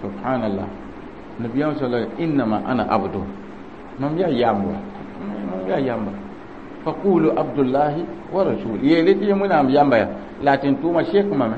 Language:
Mossi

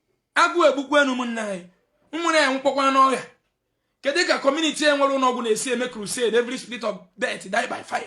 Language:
Igbo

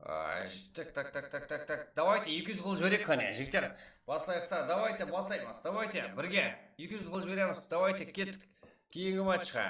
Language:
Kara-Kalpak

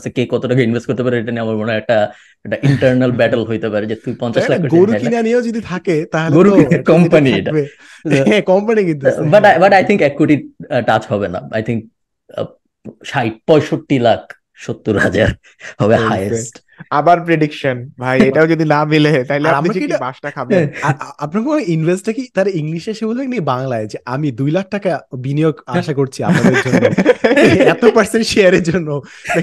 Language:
Bangla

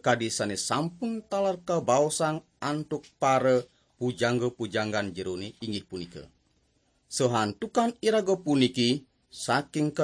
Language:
Balinese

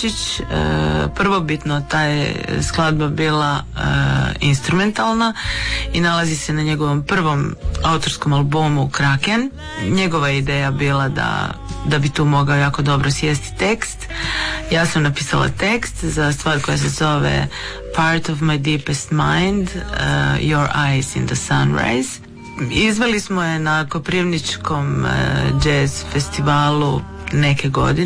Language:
Croatian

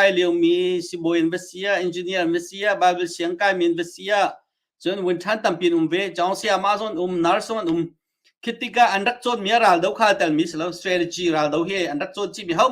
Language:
Hakha Chin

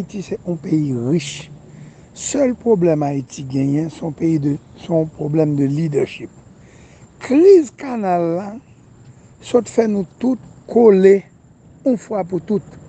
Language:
Haitian Creole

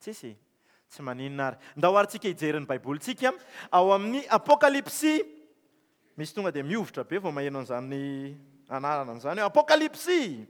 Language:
Malagasy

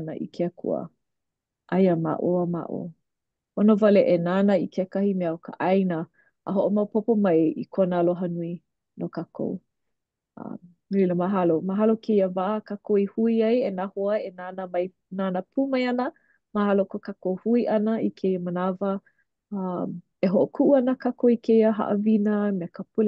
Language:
Hawaiian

